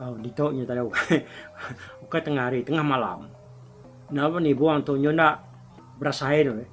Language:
Iban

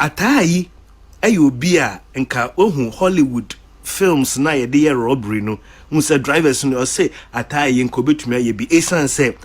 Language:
Akan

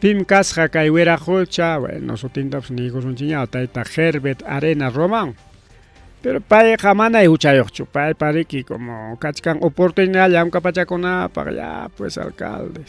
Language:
Ayacucho Quechua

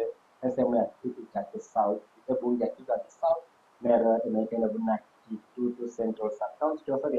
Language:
Gusii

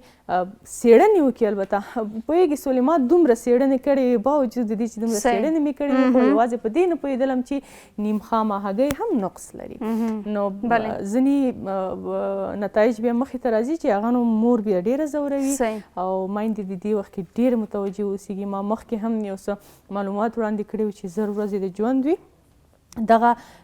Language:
Pashto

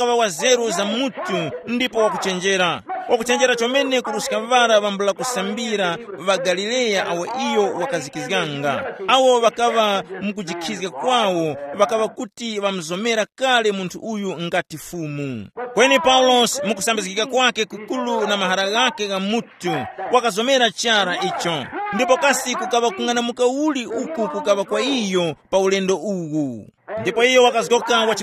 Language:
Tumbuka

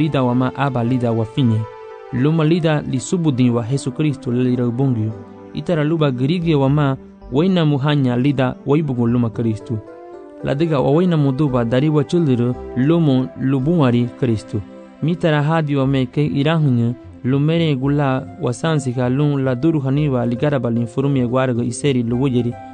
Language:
Garifuna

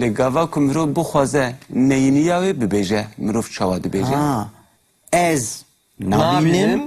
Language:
Kurdish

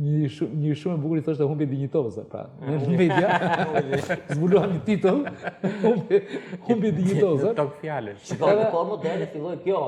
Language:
Albanian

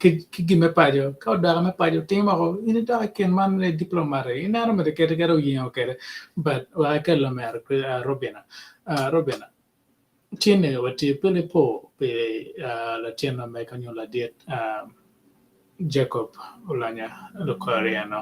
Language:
Acoli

